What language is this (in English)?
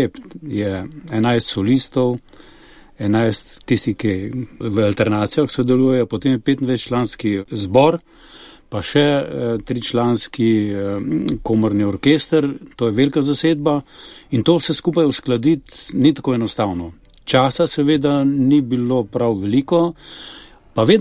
Slovenian